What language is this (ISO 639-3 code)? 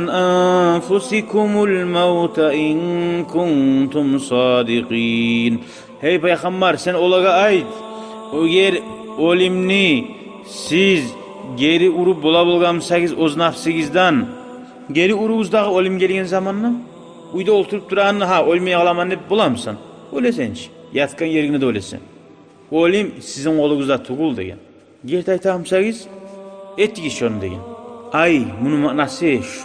kum